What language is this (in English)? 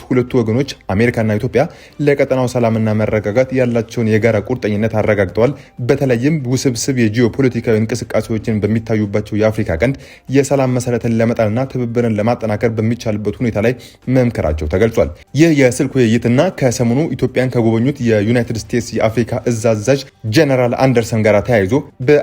Amharic